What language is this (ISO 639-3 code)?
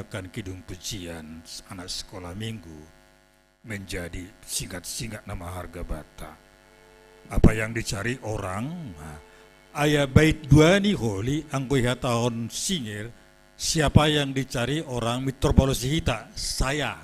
bts